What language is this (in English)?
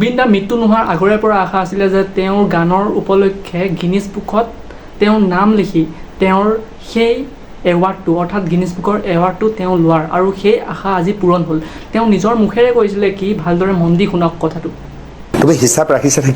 Assamese